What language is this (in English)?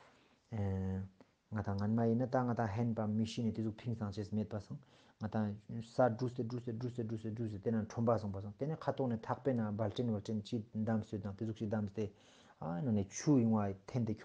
Ladakhi